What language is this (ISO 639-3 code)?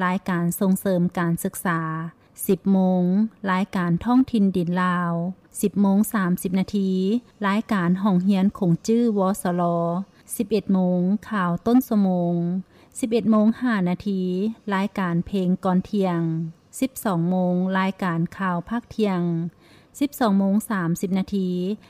lao